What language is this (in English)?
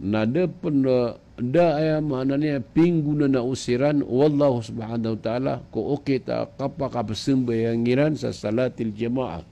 Maranao